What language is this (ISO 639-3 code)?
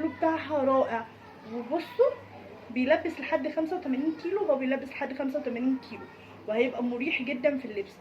arz